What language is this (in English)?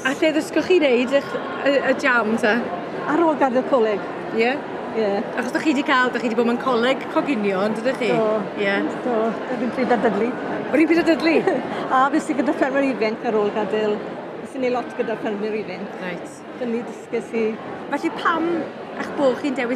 Welsh